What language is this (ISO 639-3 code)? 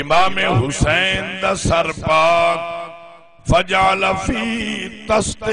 skr